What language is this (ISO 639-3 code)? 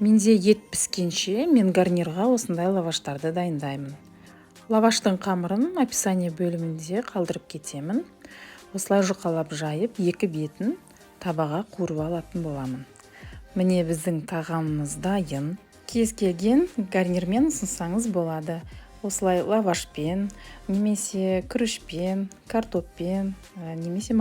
kaz